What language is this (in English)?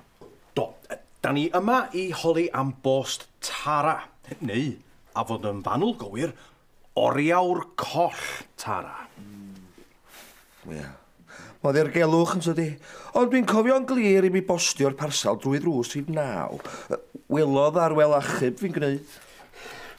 Welsh